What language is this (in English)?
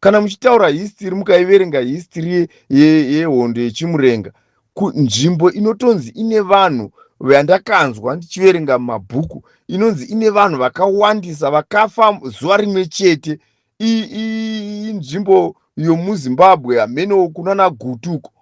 Shona